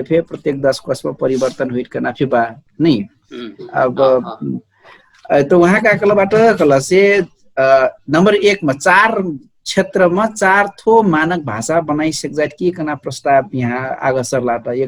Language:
Dangaura Tharu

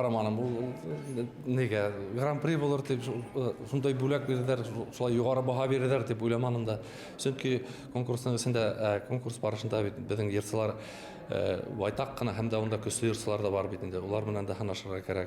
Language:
Bashkir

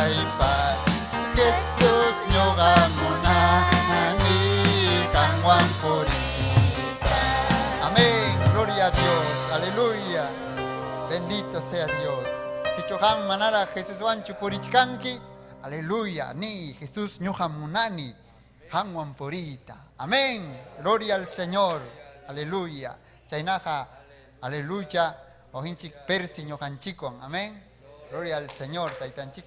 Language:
Ayacucho Quechua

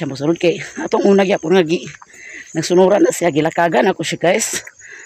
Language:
Cebuano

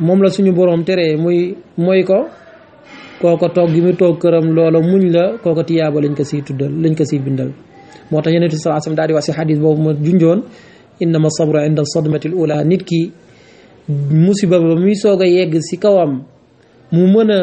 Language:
Wolof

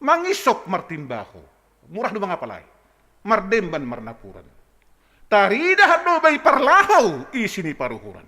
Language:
Batak Simalungun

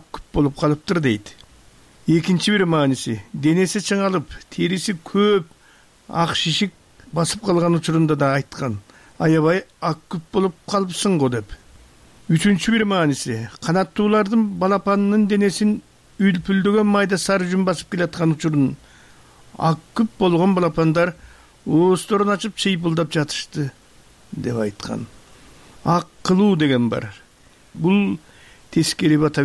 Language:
Kyrgyz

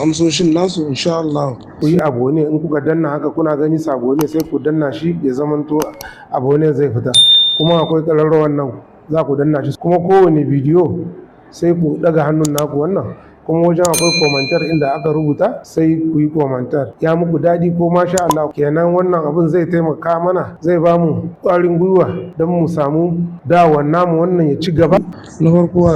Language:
Hausa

